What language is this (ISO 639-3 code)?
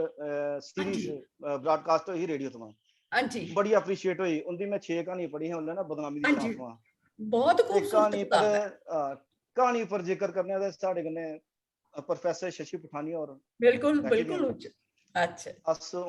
doi